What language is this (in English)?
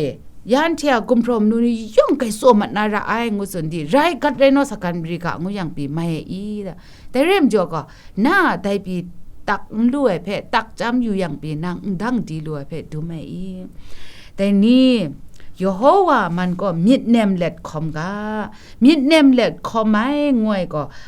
Kachin